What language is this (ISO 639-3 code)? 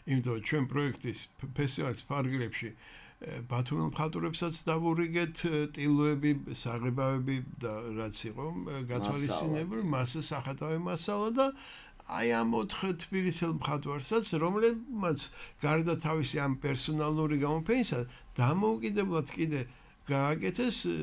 kat